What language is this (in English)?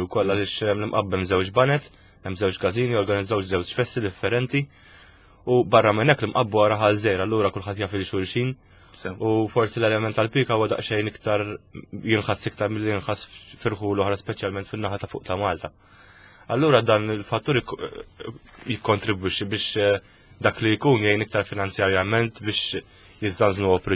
Maltese